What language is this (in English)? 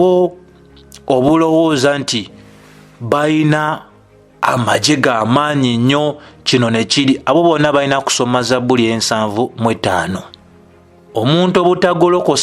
Ganda